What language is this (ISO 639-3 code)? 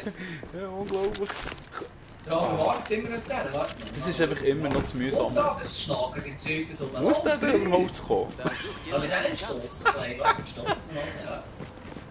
gsw